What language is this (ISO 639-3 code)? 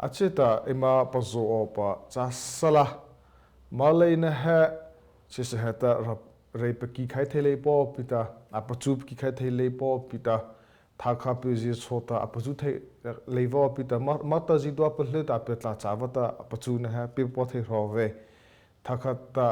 mrh